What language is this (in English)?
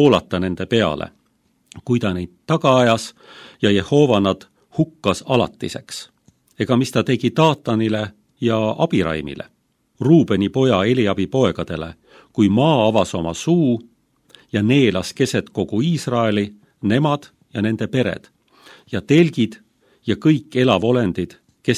Estonian